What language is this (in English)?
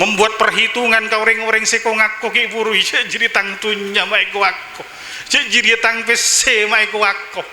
Madurese